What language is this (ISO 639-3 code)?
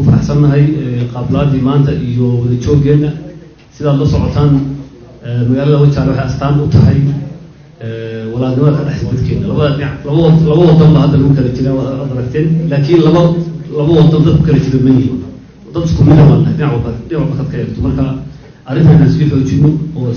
som